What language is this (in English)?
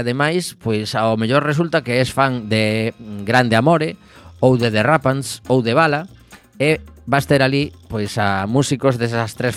Galician